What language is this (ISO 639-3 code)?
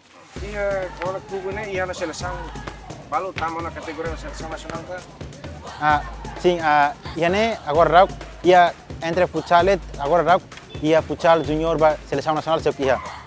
tet